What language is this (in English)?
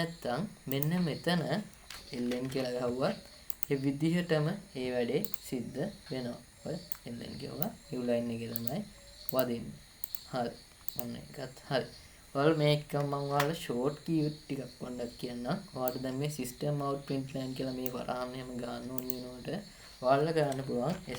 Sinhala